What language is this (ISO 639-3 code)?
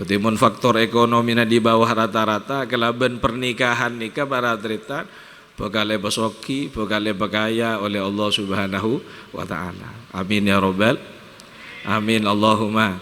mad